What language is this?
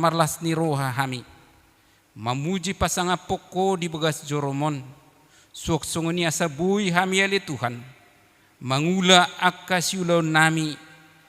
Batak Toba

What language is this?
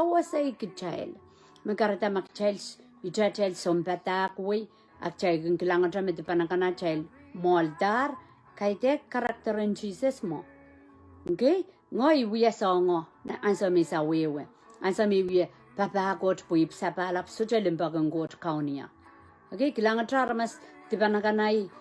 Pohnpeian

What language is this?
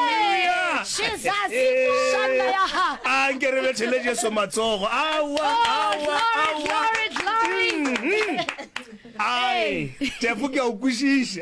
Northern Sotho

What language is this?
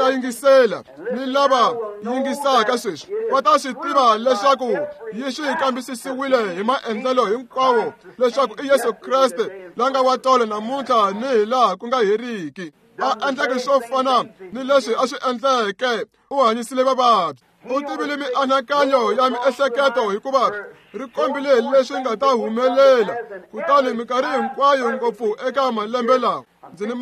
Tsonga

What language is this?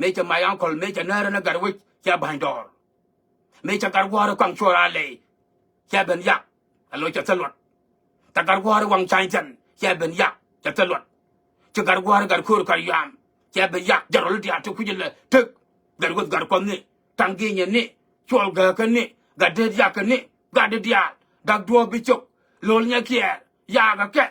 Nuer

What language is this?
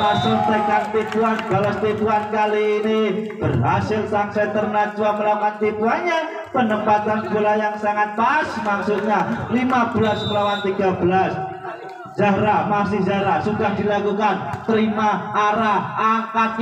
Indonesian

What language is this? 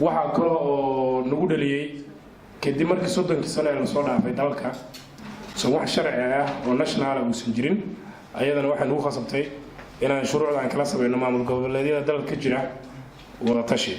Somali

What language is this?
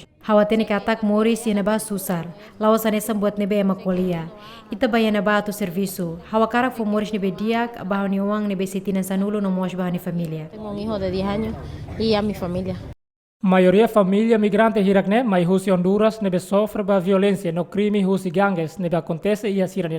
Tetum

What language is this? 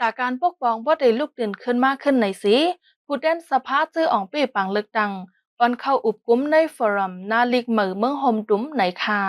Shan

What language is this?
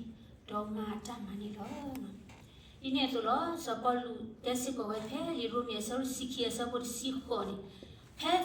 S'gaw Karen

